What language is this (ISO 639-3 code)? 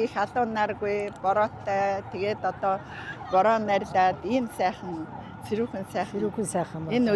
mon